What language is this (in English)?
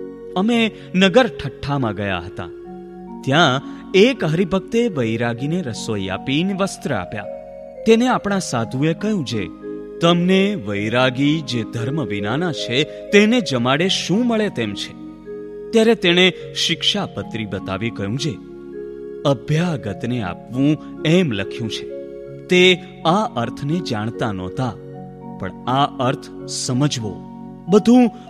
Gujarati